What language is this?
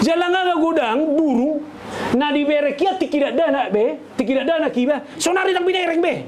Batak Toba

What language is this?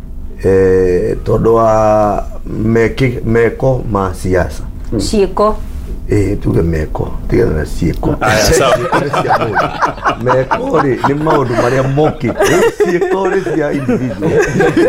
Kikuyu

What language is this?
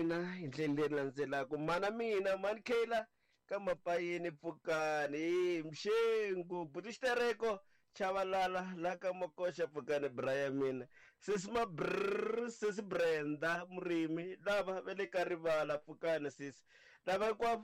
Tsonga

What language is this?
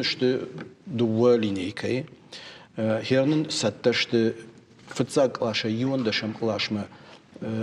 Ossetic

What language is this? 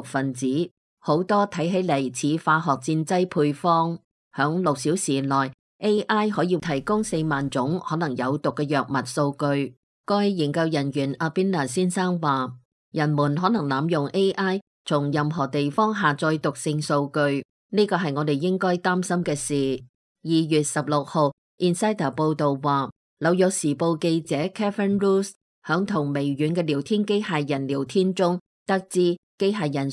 Cantonese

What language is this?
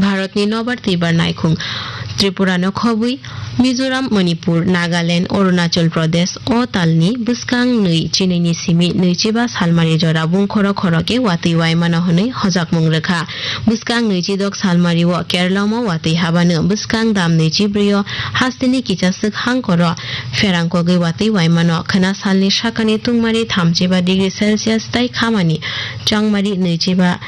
Kok Borok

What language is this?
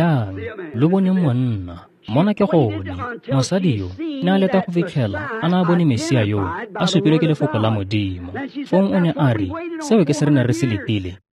Tswana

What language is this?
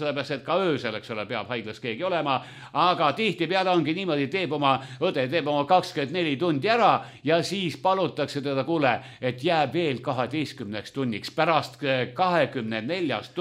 Estonian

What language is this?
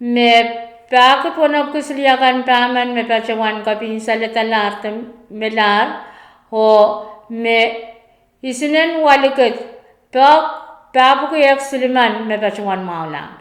Pohnpeian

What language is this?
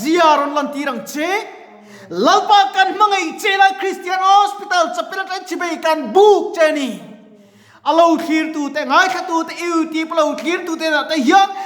Mizo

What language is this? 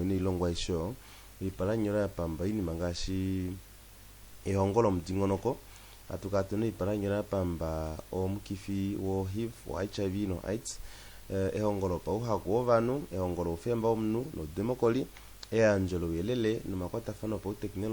Kuanyama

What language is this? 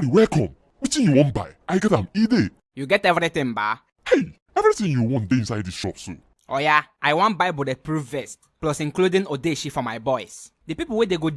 Nigerian Pidgin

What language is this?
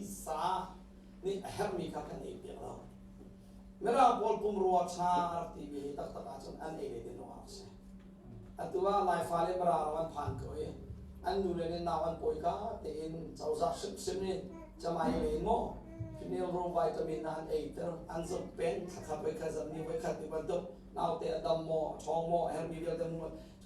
Hakha Chin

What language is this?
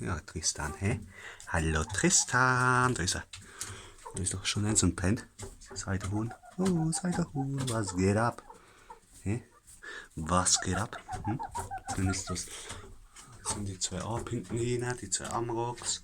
Palatine German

